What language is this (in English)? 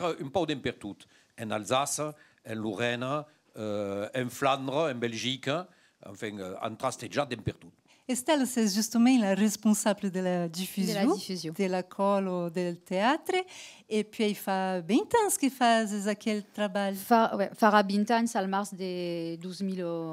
Occitan